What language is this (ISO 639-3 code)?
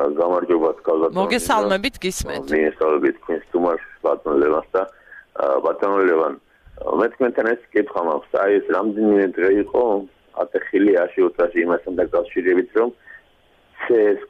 kat